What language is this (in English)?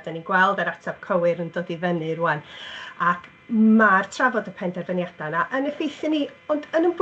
Welsh